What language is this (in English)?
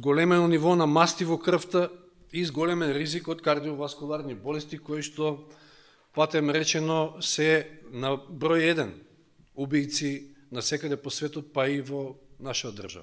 Macedonian